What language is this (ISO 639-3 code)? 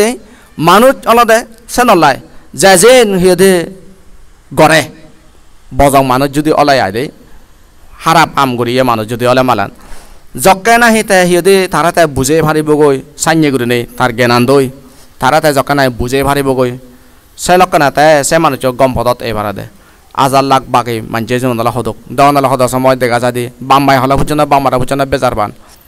ccp